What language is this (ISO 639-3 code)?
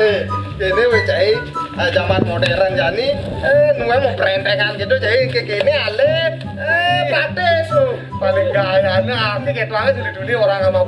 ban